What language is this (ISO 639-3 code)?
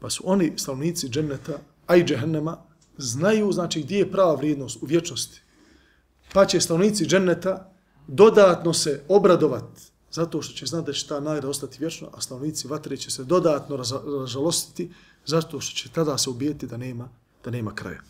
bos